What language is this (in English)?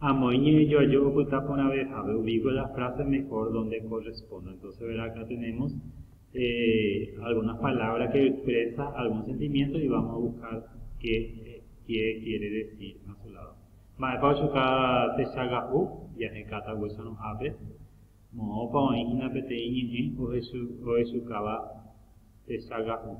Guarani